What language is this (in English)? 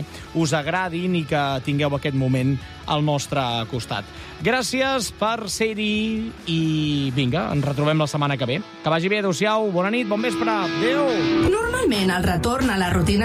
Catalan